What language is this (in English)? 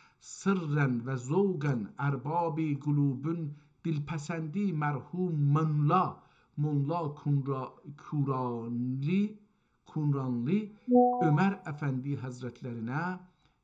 South Azerbaijani